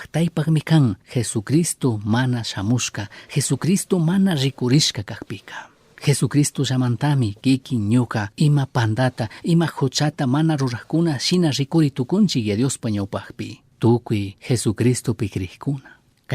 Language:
Chimborazo Highland Quichua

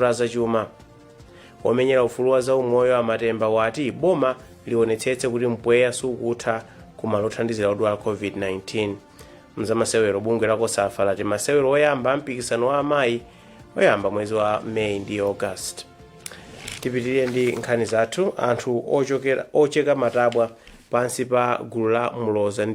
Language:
Nyanja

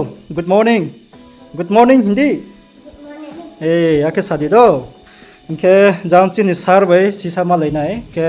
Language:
Riang (India)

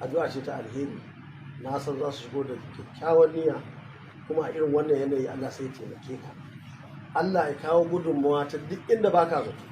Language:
Hausa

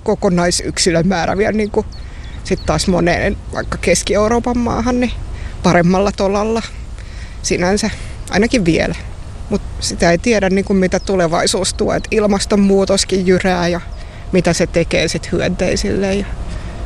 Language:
Finnish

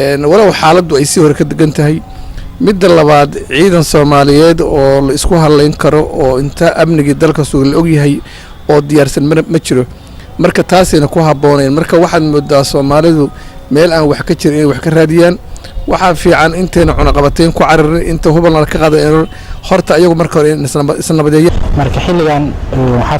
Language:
Somali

